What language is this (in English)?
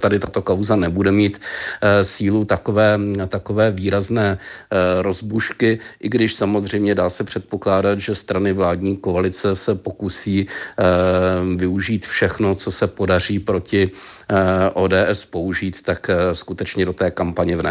Czech